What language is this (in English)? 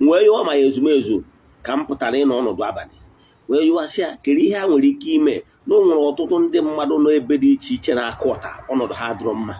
Igbo